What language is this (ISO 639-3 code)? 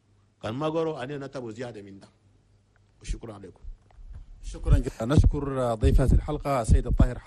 shu